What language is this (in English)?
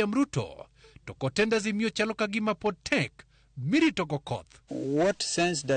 Luo (Kenya and Tanzania)